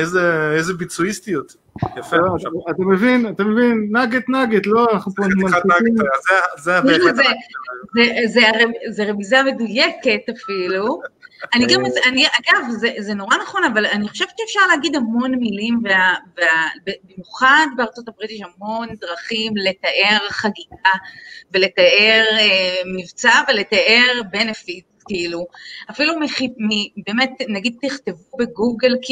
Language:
Hebrew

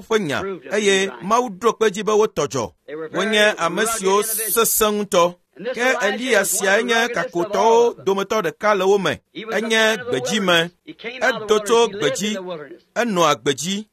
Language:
Ewe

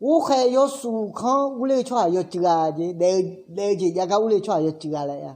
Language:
Akha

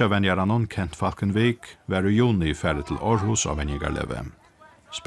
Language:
Faroese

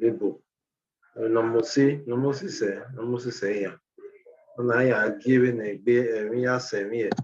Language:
Bini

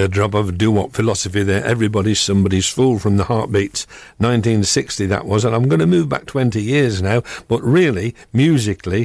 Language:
English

